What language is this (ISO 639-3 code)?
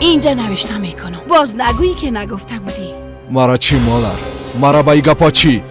fas